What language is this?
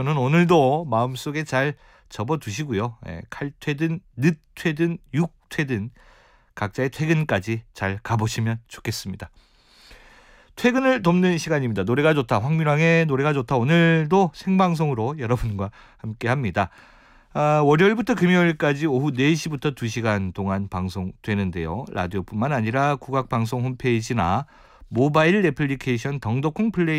Korean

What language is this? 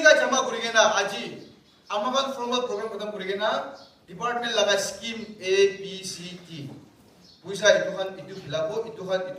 Naga Pidgin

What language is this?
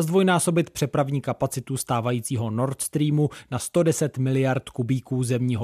Czech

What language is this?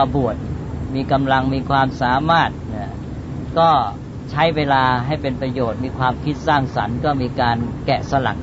Thai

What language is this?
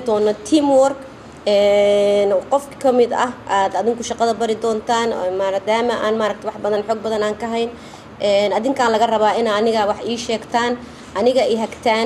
Somali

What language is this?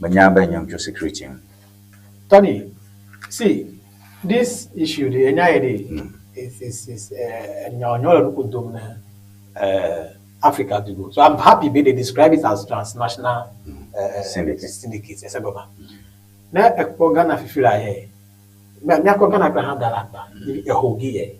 Ewe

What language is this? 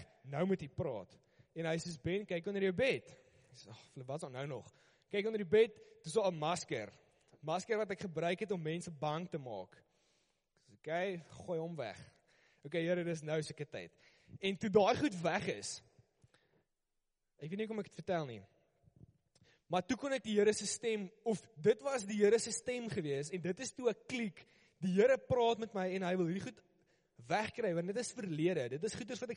Afrikaans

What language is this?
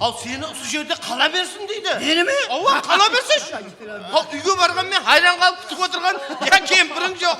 Kara-Kalpak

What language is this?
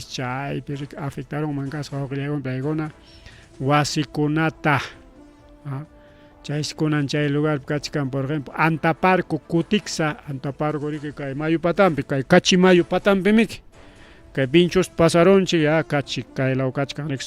Ayacucho Quechua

